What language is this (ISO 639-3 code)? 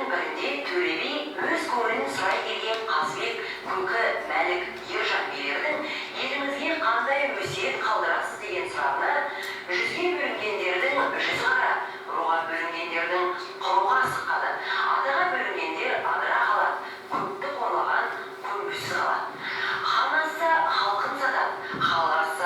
kaz